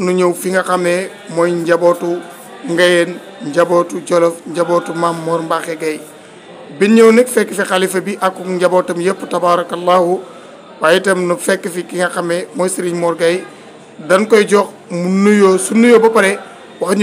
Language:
Wolof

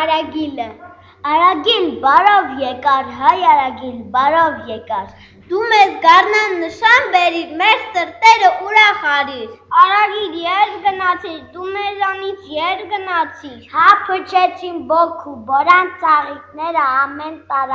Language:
Armenian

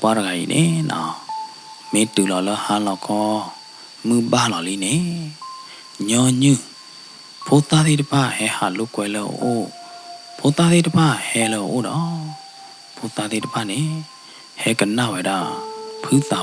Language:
S'gaw Karen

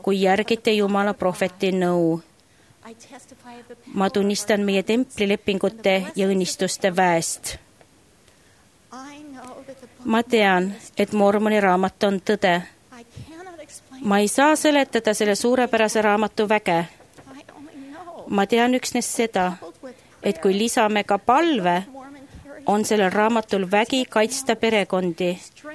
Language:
Estonian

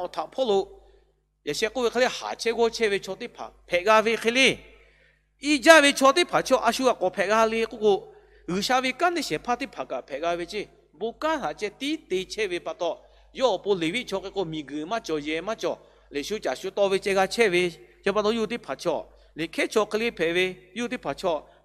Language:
Lahu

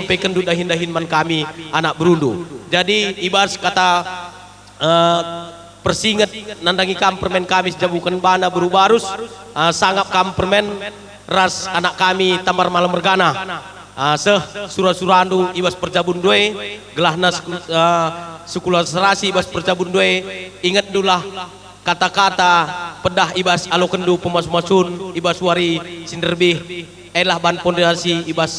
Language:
Batak Karo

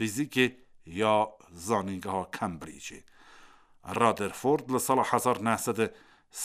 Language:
Kurdish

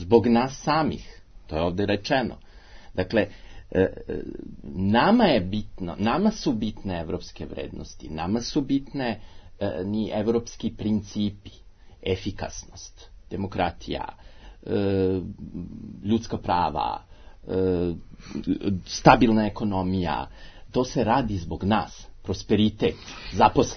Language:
Serbian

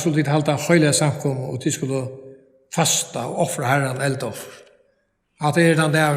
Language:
Faroese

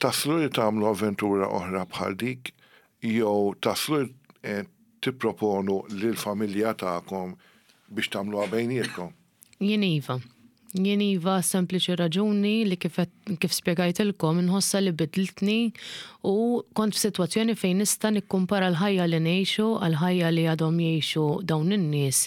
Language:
Maltese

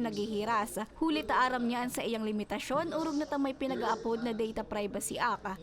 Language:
Bikol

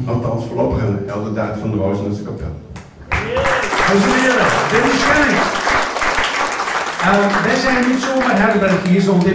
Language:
Dutch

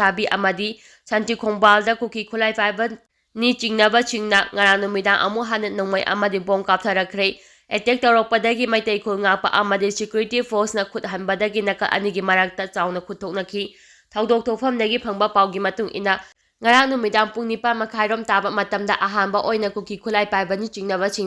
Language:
Manipuri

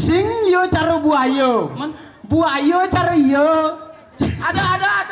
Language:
Balinese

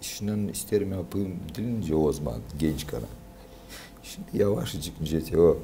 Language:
Gagauz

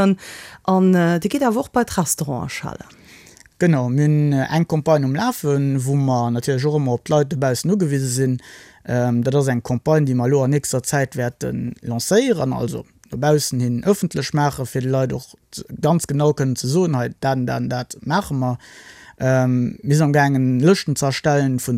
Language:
Luxembourgish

